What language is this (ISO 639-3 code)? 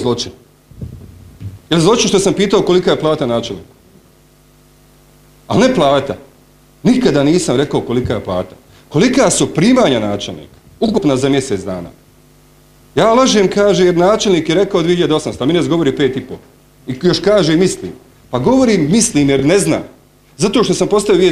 bos